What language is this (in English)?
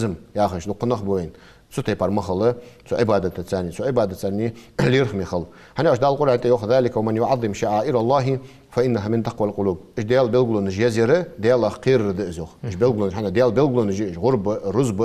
Ingush